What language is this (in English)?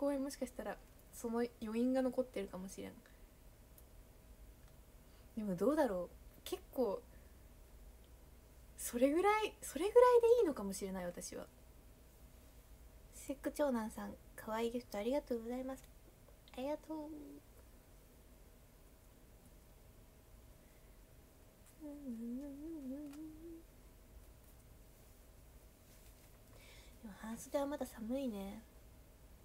Japanese